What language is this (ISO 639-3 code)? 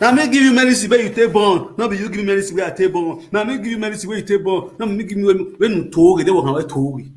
pcm